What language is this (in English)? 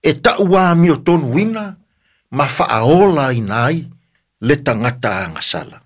Samoan